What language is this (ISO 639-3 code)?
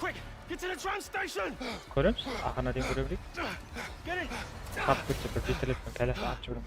kaa